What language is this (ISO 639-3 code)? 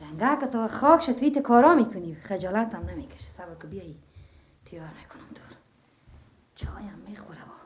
fas